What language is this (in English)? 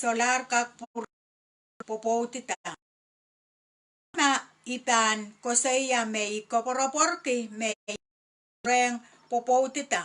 Pohnpeian